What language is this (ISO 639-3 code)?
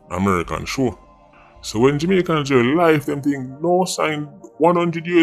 jam